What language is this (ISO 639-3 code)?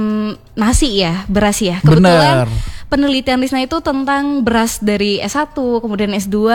ind